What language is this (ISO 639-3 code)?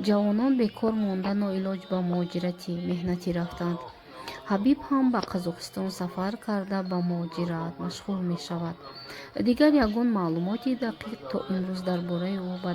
tgk